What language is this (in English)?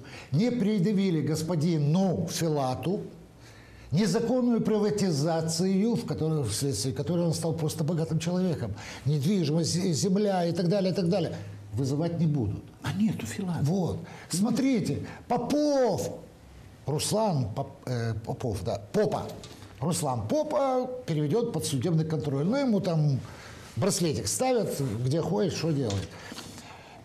Russian